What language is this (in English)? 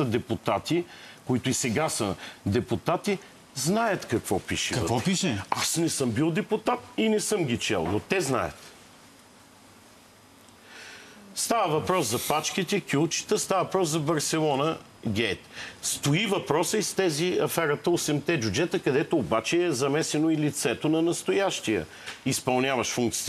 Bulgarian